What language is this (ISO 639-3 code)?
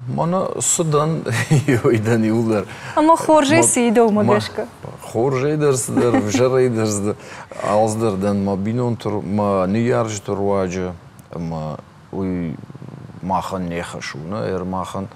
oss